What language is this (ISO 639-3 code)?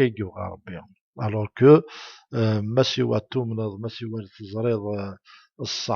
kab